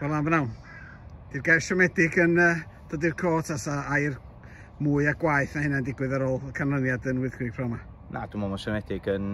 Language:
Welsh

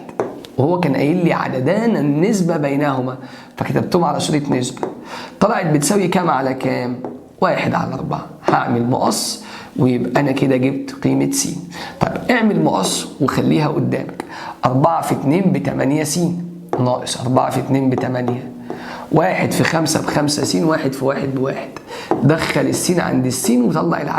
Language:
Egyptian Arabic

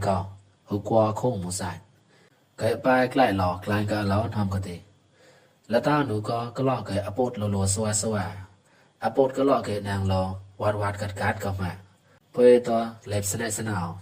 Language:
Mon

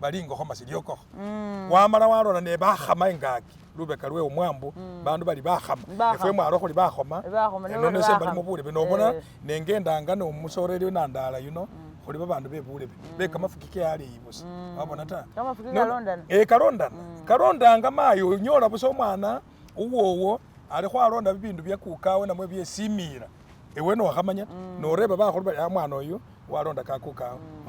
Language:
Masaaba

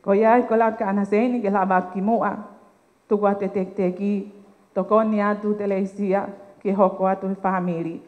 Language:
Tongan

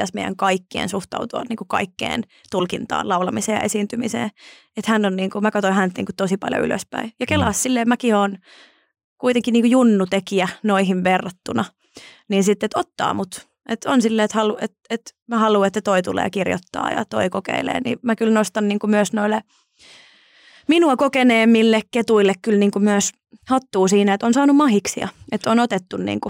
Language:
Finnish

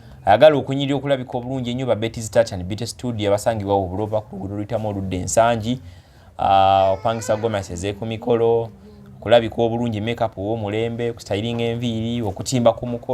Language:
Ganda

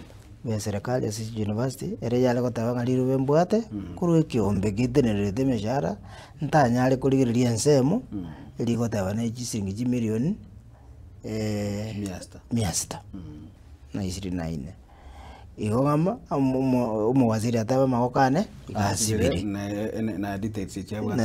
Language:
Gusii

